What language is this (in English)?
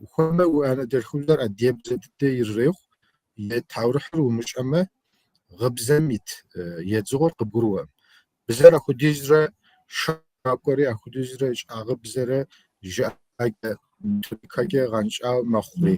Kabardian